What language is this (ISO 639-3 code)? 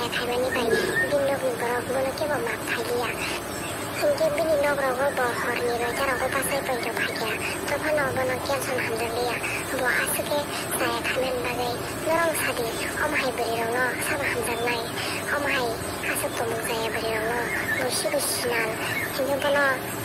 trp